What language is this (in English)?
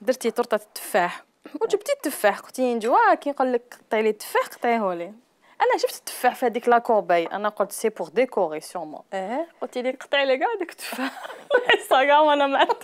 Algerian Arabic